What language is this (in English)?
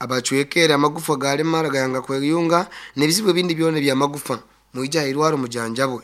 Nyoro